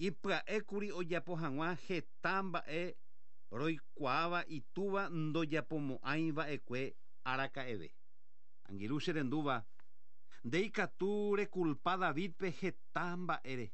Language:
Guarani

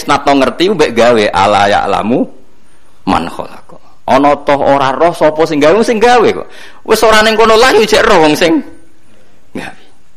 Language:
Javanese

